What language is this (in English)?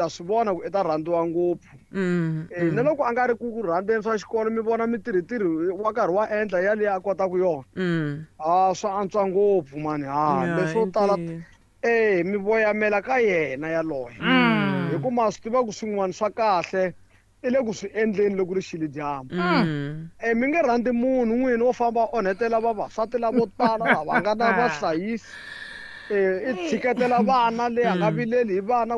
Tsonga